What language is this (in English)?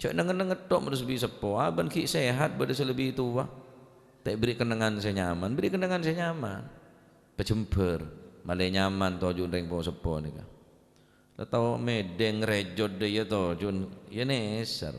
Madurese